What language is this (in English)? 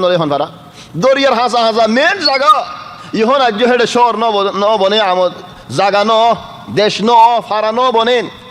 Rohingya